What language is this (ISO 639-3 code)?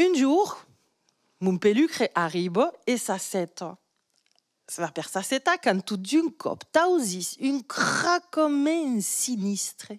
oci